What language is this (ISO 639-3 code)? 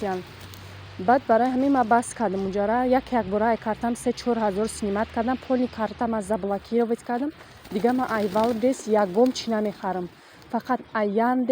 tgk